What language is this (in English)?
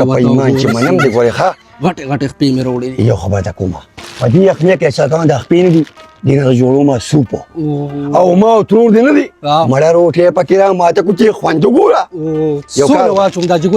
Pashto